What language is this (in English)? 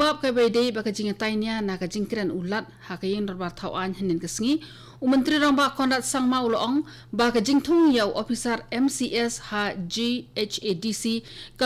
Khasi